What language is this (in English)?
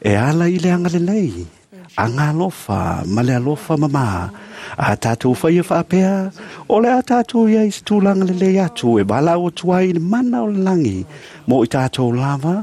Samoan